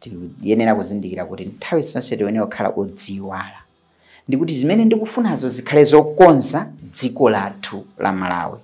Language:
Nyanja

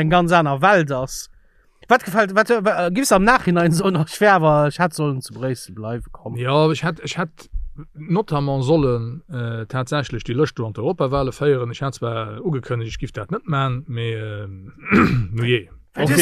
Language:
Luxembourgish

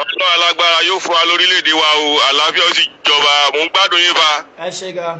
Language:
Yoruba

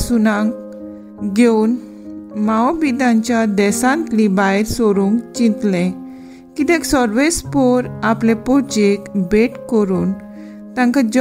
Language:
Konkani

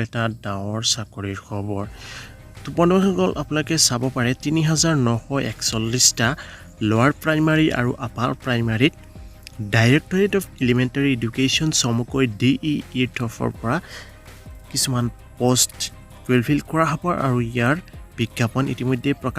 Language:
Assamese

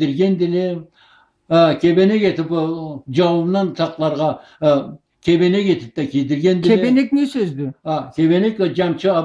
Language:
Karachay-Balkar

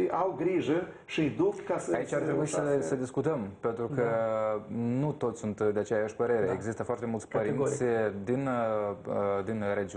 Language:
Romanian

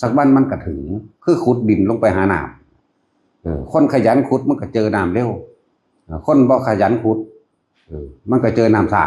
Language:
Northeastern Thai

